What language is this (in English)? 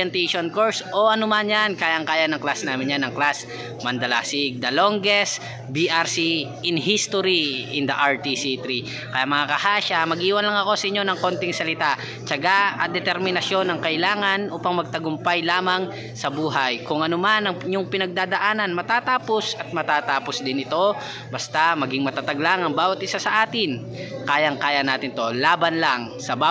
Filipino